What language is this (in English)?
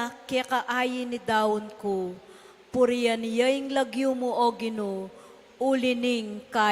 Pampanga